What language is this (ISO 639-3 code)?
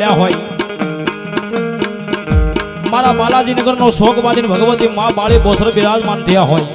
guj